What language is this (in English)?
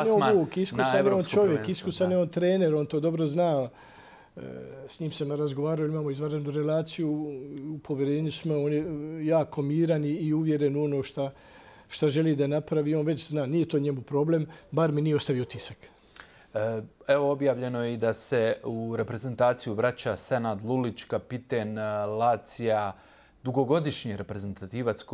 Bosnian